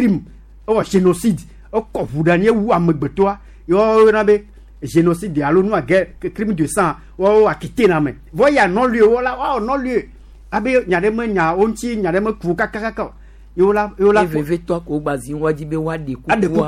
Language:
Gen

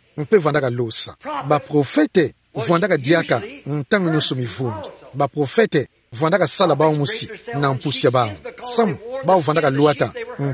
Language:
Kituba (Democratic Republic of Congo)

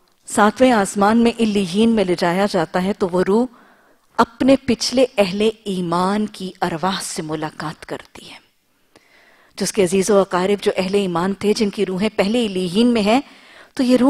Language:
Urdu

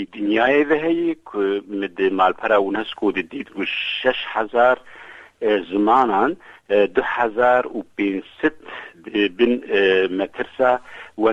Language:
Kurdish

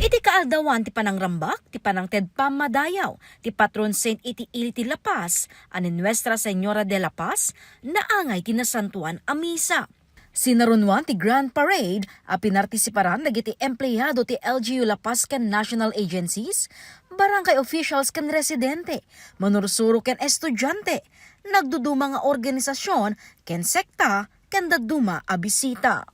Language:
Iloko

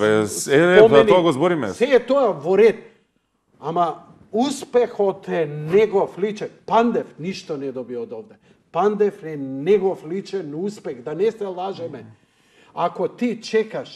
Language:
Macedonian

